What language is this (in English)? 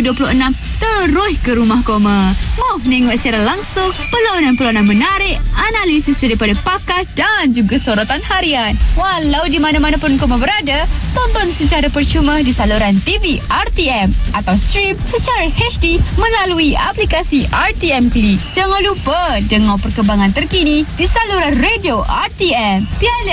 Malay